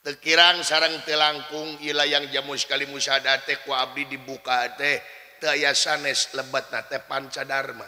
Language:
Sundanese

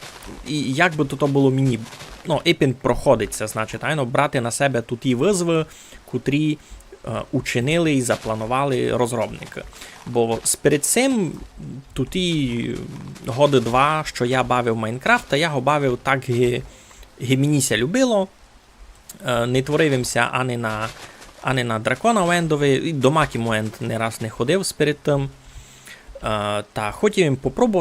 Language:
Rusyn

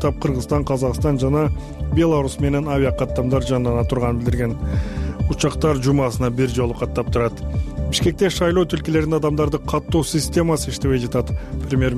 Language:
Kyrgyz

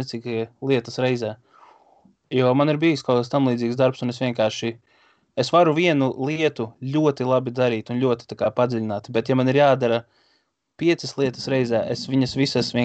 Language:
Latvian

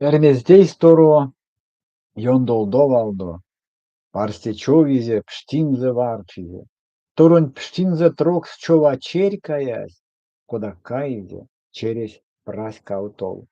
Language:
Erzya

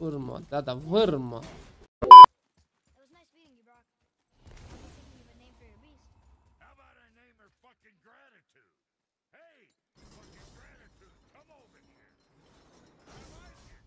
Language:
South Azerbaijani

